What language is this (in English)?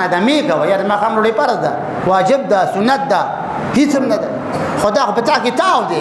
Pashto